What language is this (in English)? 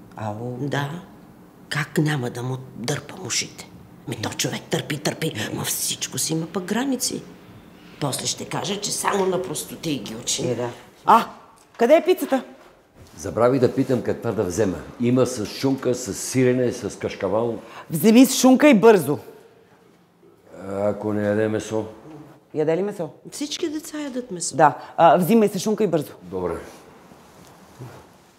Bulgarian